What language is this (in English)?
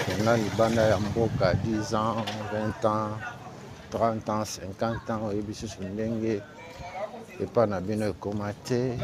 Lingala